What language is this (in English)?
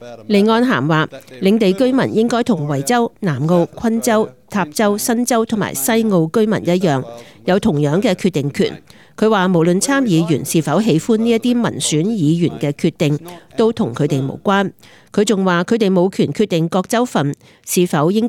Cantonese